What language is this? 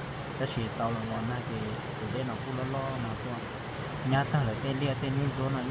Hmong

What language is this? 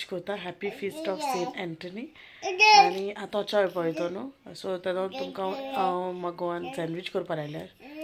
Konkani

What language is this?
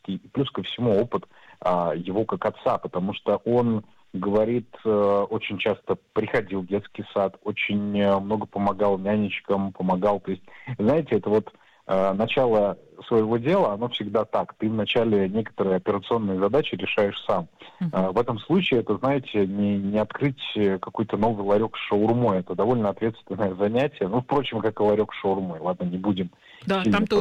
Russian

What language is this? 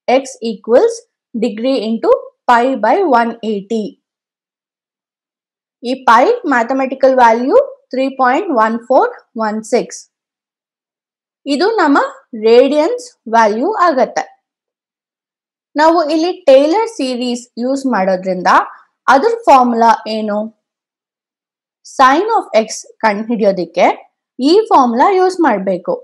Kannada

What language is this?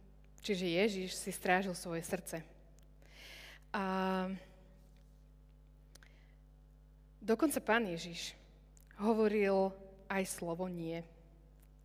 Slovak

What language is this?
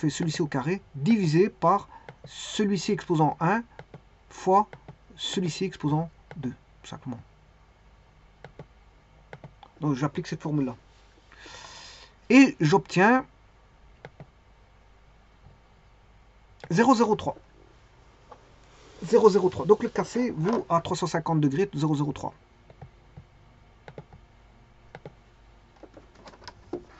French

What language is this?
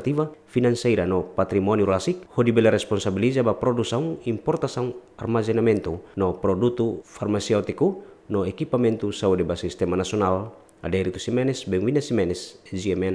Tetum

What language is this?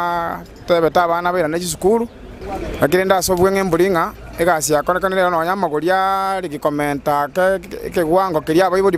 Gusii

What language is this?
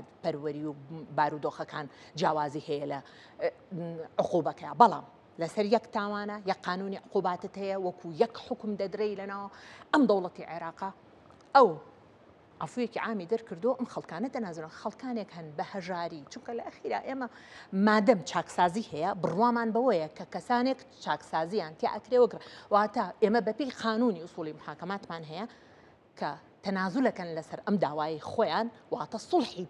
Central Kurdish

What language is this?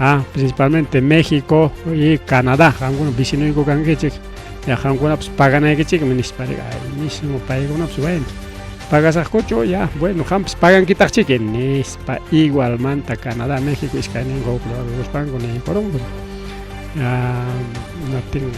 Ayacucho Quechua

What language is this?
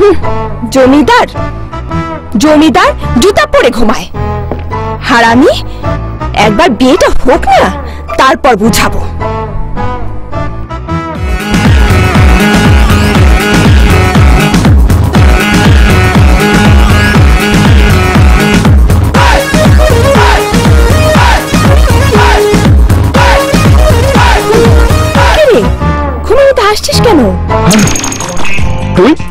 Bangla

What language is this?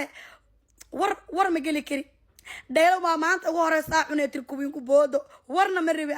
Somali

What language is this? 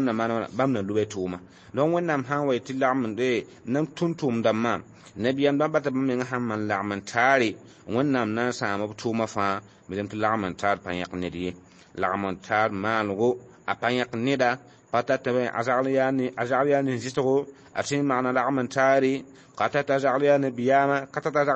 Mossi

